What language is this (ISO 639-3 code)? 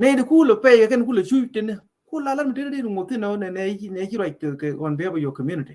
nus